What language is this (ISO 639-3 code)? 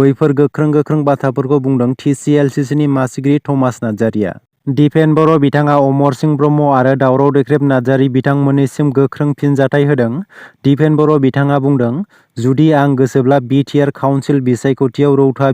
brx